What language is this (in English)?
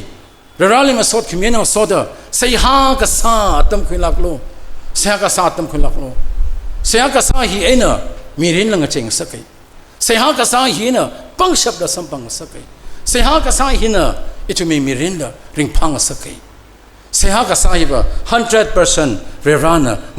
Tangkhul Naga (India)